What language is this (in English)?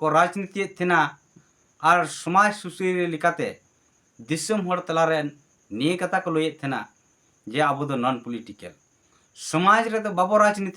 Santali